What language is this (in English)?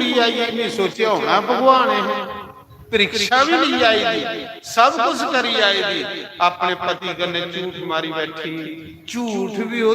Dogri